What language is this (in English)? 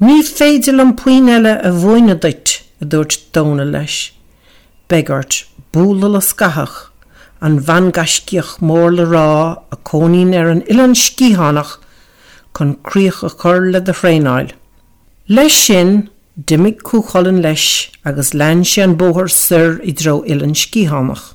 Irish